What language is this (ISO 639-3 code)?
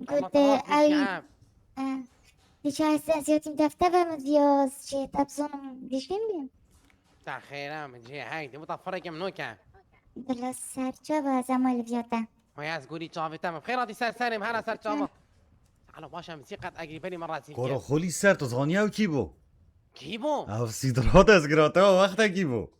kur